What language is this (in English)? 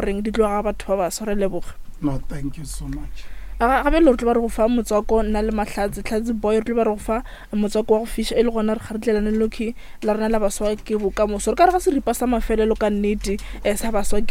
Northern Sotho